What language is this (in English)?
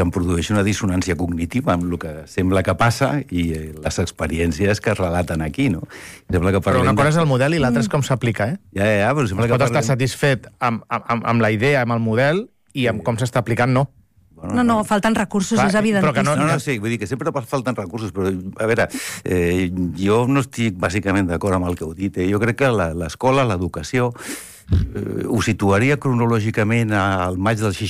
Catalan